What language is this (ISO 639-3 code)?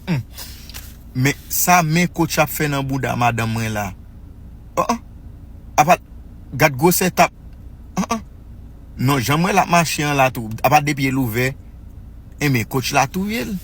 hat